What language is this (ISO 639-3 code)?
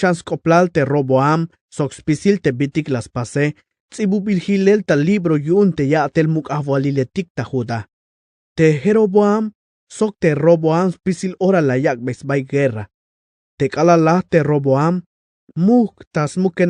tzh